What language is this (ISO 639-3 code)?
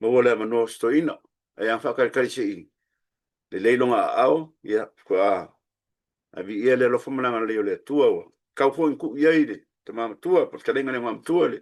smo